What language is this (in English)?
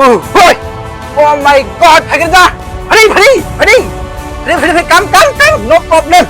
Riang (India)